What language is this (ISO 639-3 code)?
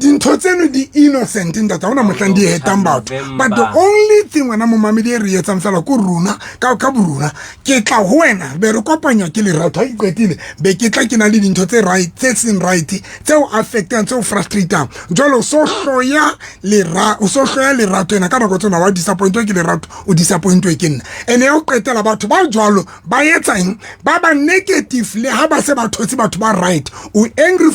sot